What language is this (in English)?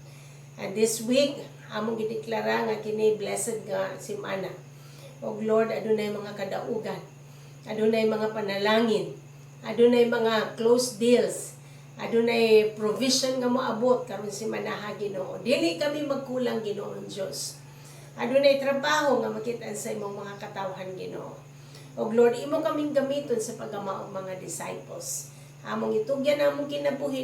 Cebuano